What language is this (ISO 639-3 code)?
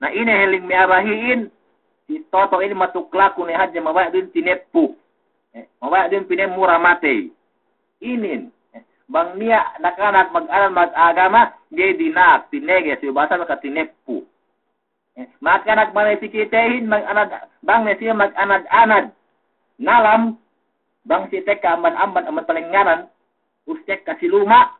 yka